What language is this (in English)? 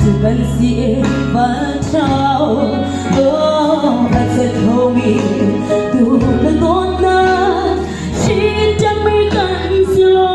Hakha Chin